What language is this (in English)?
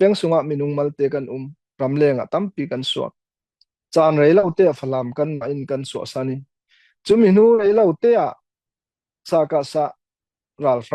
Falam Chin